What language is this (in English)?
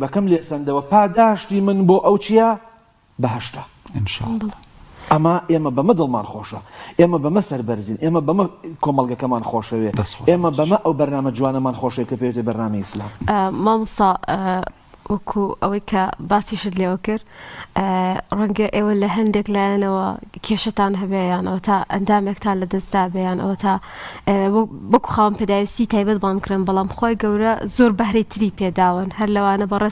Central Kurdish